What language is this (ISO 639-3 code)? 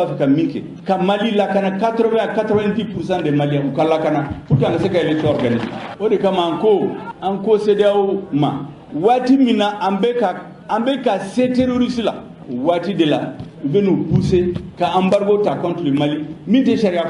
bam